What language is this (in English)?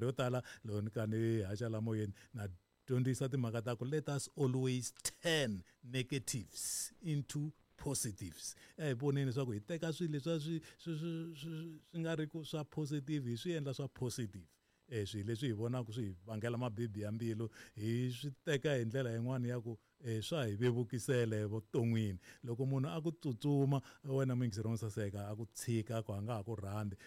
Tsonga